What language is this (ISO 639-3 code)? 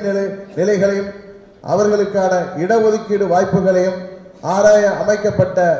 tam